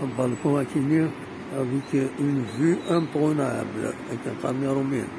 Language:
Kabyle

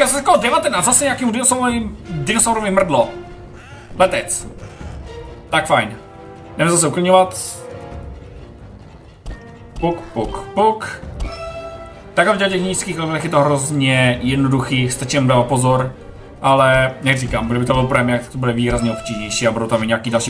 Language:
Czech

